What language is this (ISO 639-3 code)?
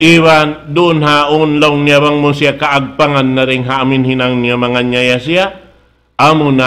tsg